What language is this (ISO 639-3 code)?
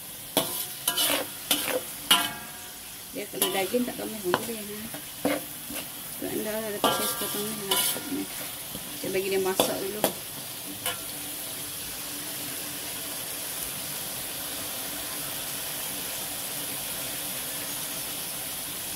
msa